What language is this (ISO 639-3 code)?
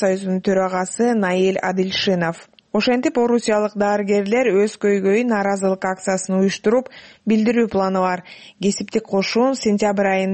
kir